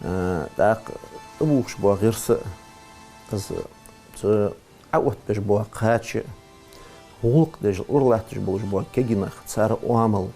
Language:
Ingush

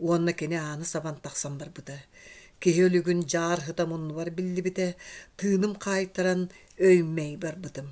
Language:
Yakut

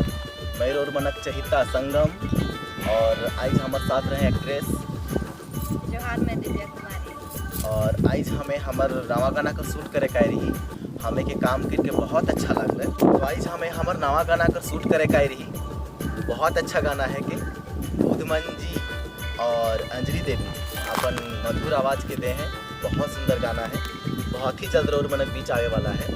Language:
Sadri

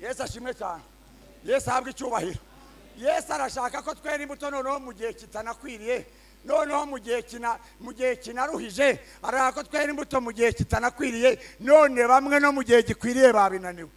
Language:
Kinyarwanda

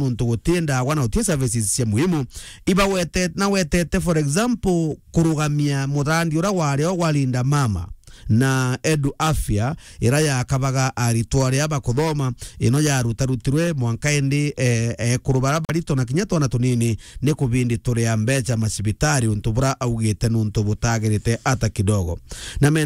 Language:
Meru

